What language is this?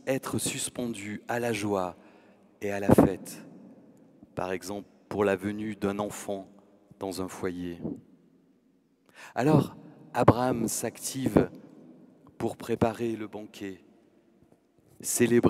French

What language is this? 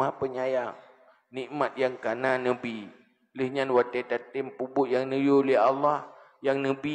Achinese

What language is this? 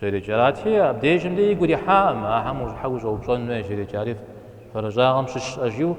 Kabardian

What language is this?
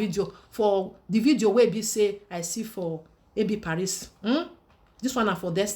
Nigerian Pidgin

